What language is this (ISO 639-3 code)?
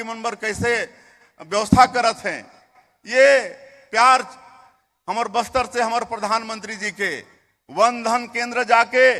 hne